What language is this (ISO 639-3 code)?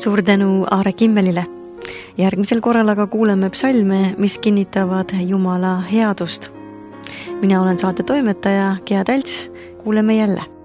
est